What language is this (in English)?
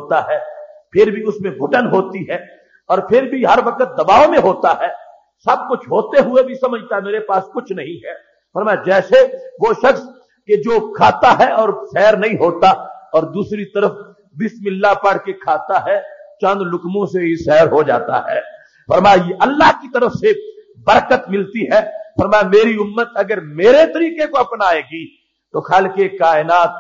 Urdu